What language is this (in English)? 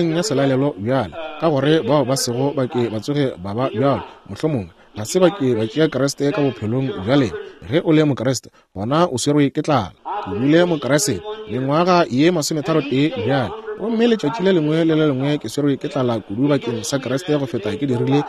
Northern Sotho